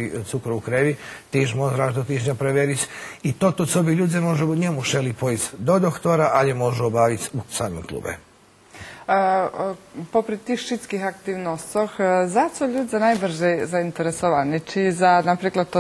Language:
Rusyn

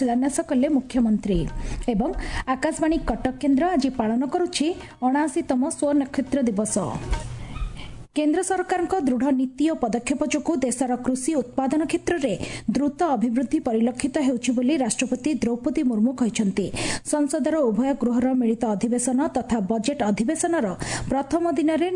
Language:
Odia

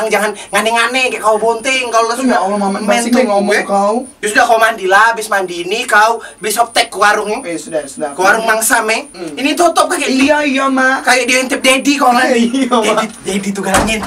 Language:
Musi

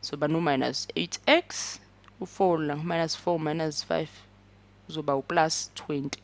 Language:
Zulu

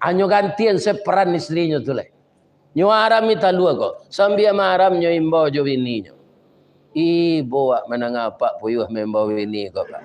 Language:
Minangkabau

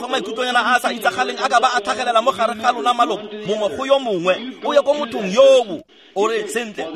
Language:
Tswana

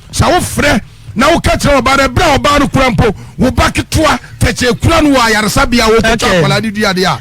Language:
Akan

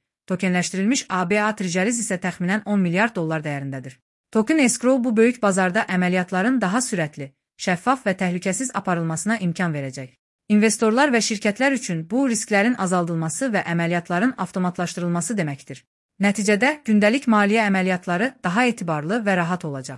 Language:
Azerbaijani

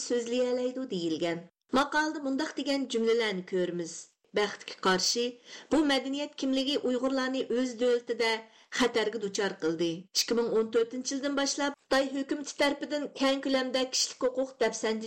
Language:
Uyghur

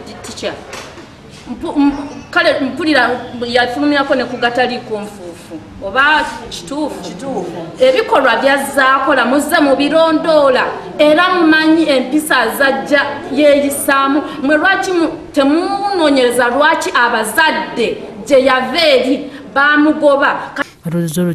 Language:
Ganda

